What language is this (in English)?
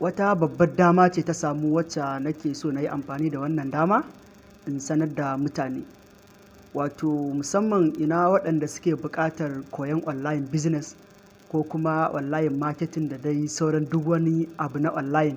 Hausa